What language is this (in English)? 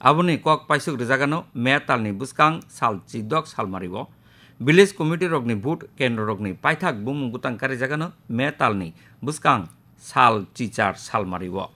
Kok Borok